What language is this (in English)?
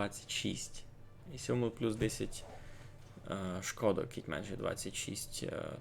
Rusyn